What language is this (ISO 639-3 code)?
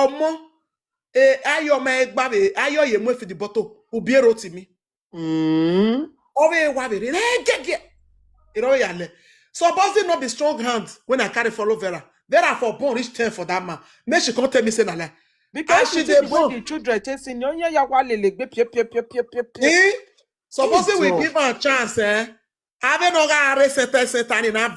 pcm